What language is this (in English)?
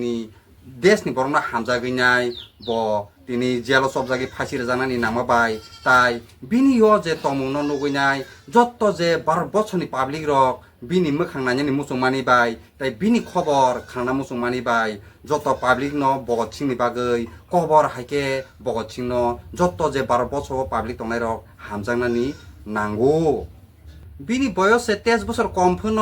Kok Borok